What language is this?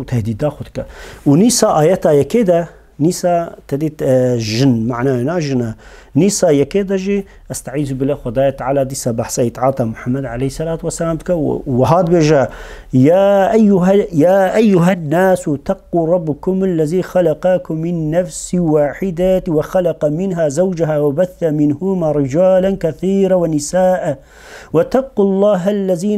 Kurdish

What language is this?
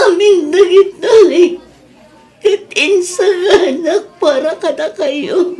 Iloko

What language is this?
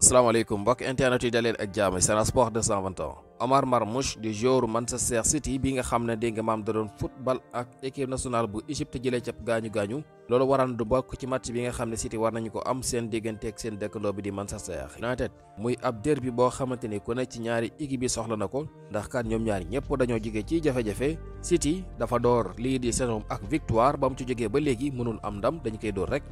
Wolof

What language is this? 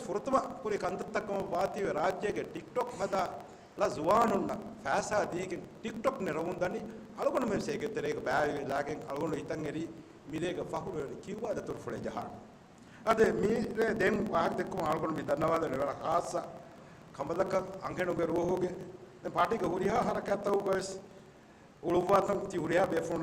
Divehi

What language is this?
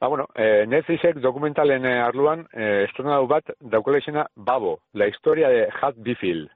Basque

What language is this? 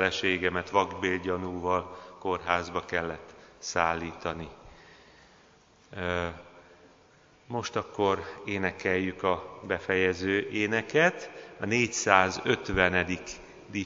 Hungarian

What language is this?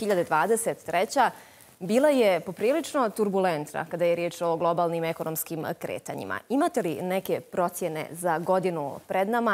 Bosnian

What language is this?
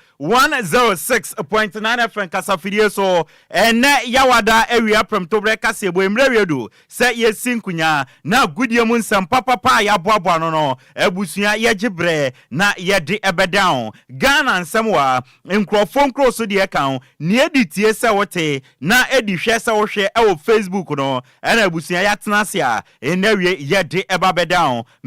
Akan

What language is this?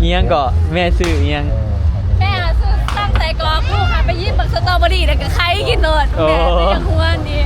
Northeastern Thai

